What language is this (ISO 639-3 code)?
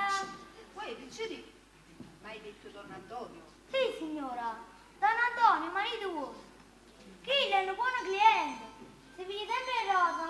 nap